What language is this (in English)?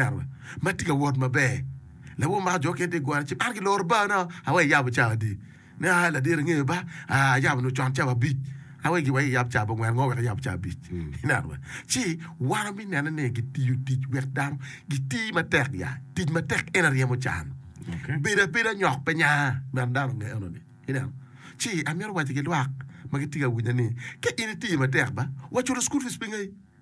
Acoli